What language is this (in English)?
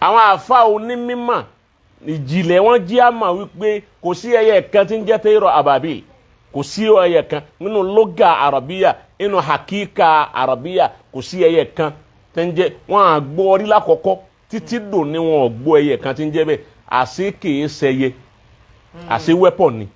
Yoruba